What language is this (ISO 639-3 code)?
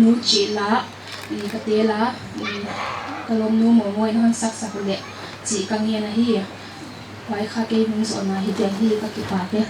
pck